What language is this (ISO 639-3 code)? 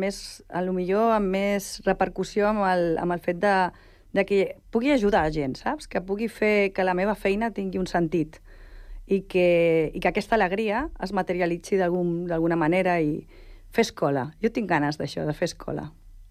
cat